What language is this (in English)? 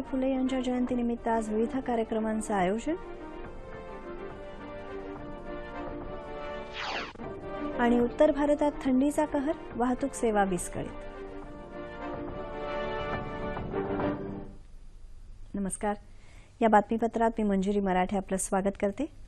Marathi